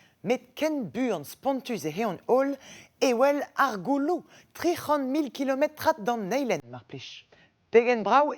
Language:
Breton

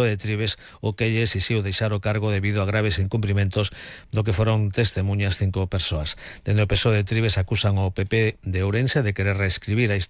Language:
Galician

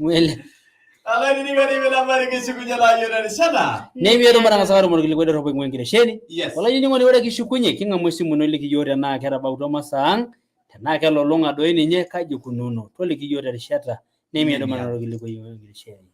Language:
Masai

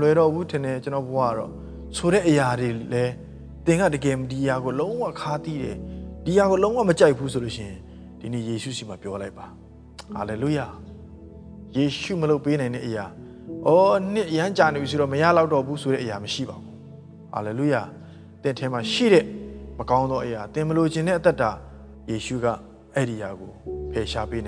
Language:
Burmese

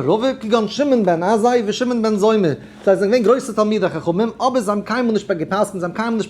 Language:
Yiddish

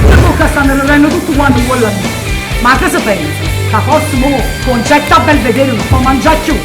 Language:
Neapolitan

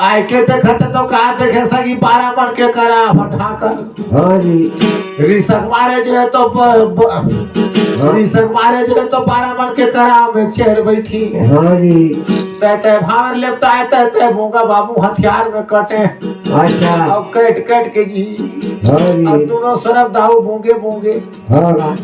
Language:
Chhattisgarhi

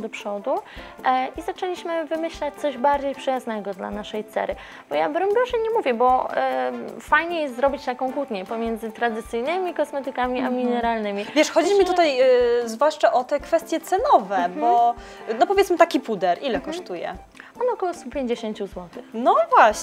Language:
Polish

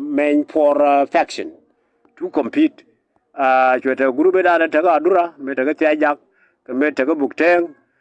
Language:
Nuer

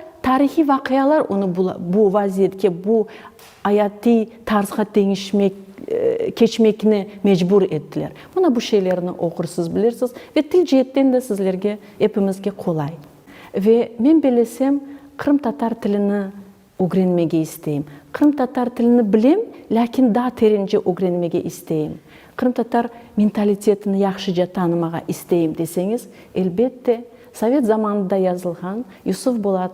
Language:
Crimean Tatar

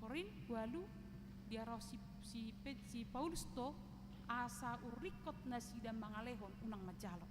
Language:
Batak Toba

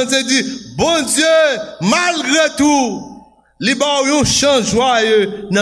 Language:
Haitian Creole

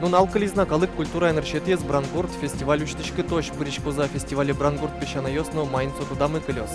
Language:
Udmurt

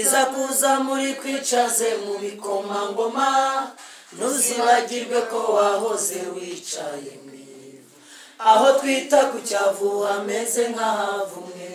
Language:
Kinyarwanda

